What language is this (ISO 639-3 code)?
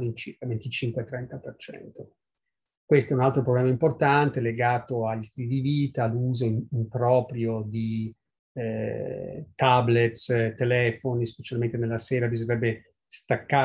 ita